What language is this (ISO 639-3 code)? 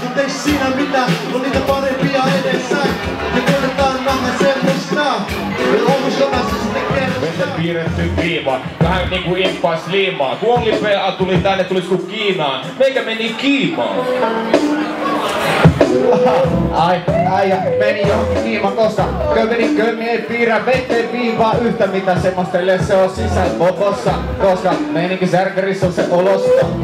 fin